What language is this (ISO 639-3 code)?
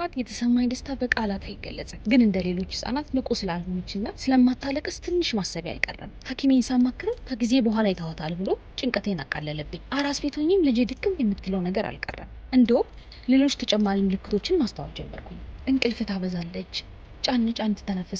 amh